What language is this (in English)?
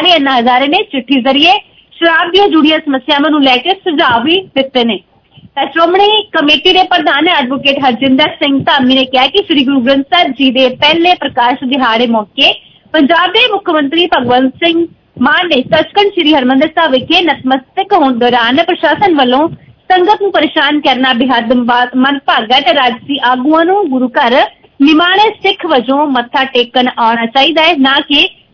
Punjabi